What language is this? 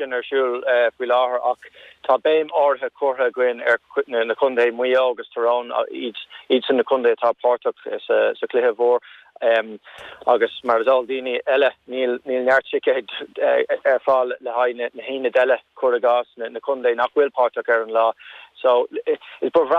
Irish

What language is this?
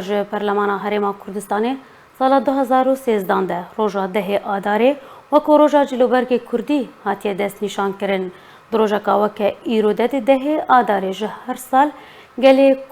Kurdish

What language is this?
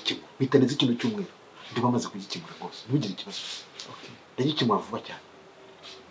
Kinyarwanda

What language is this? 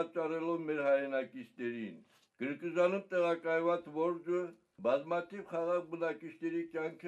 Armenian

